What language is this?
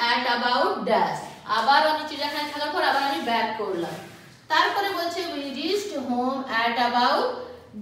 Bangla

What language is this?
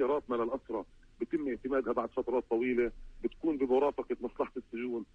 North Levantine Arabic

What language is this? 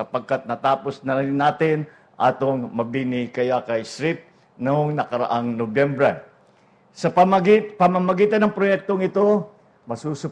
Filipino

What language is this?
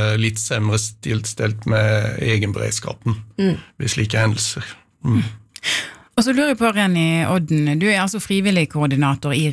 Norwegian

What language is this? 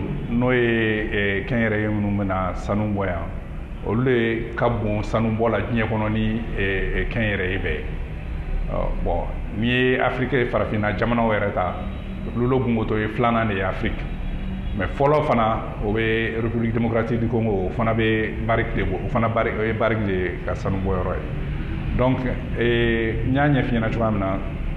Bambara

